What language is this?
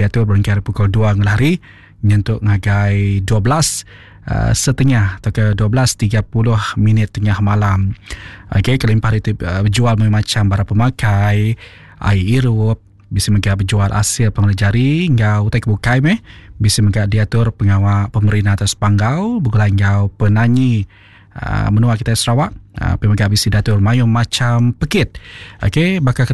Iban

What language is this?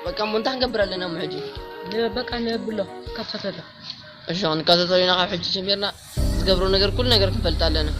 Tigrinya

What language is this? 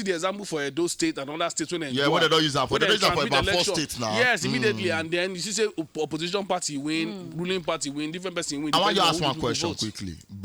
Nigerian Pidgin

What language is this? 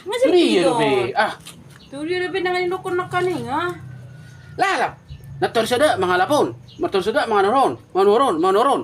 Batak Toba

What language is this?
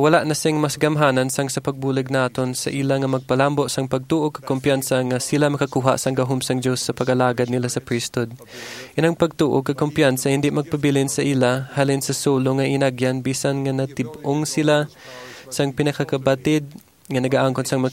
Hiligaynon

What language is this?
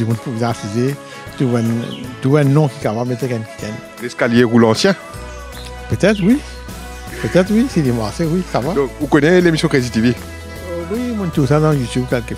Morisyen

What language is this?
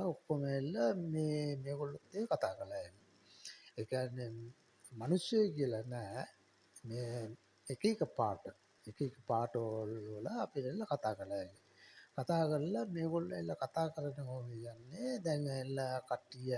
Sinhala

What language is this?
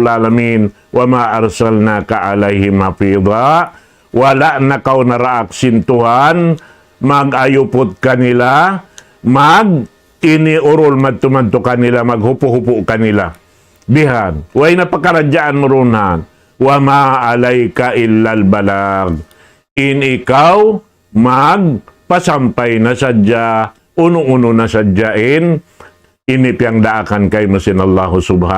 Tausug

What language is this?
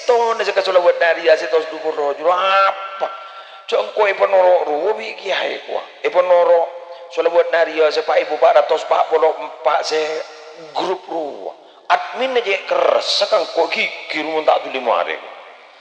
Madurese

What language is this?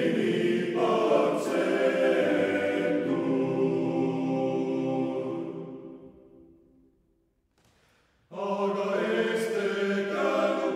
Estonian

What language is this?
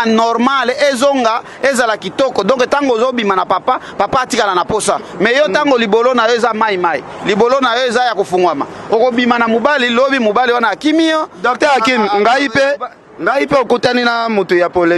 Lingala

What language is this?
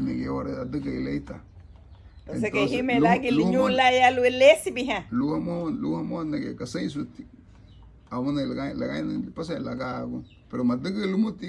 Garifuna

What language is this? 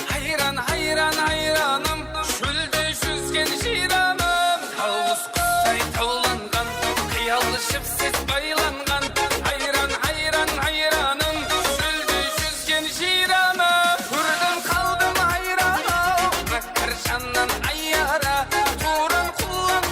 Kara-Kalpak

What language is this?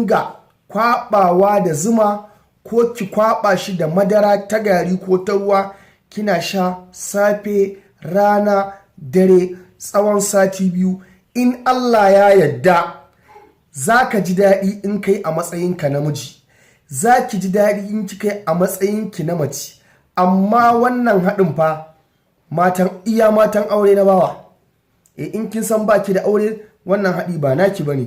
Hausa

